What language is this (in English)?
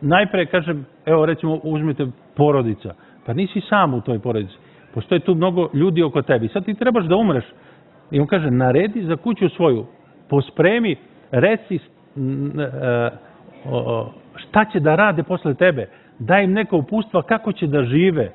Serbian